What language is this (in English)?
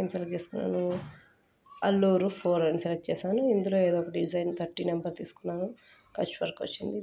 Telugu